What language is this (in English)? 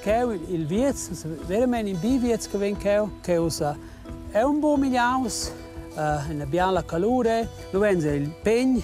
Romansh